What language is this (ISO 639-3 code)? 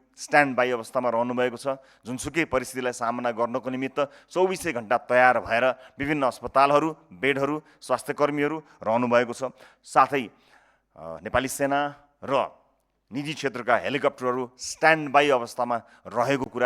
nep